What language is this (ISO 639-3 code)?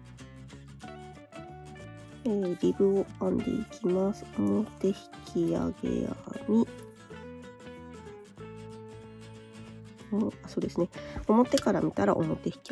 jpn